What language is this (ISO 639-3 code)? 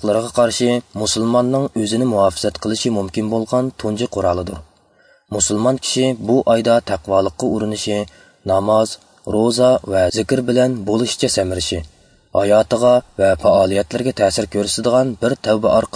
uig